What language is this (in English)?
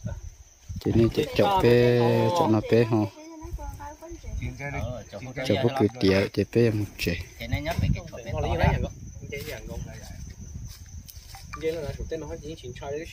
Vietnamese